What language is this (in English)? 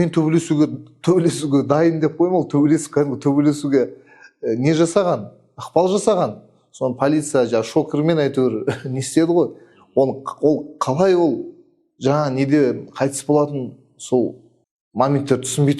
Kazakh